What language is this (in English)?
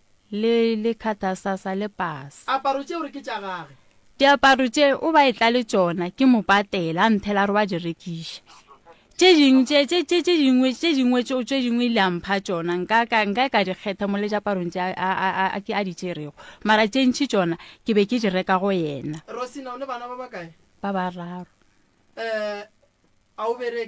Northern Sotho